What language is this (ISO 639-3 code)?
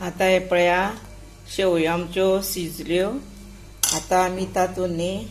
kok